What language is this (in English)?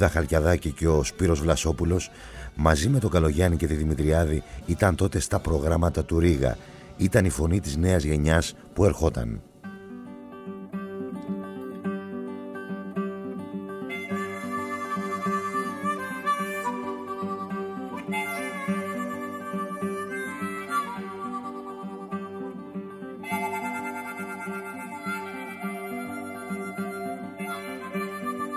Greek